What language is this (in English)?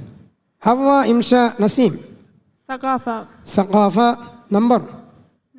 Divehi